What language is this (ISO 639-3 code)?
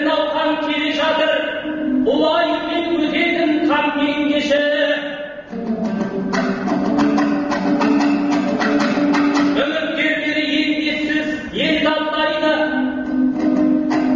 kaz